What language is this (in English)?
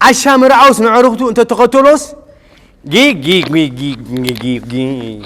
Tigrinya